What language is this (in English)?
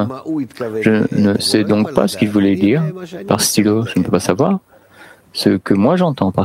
French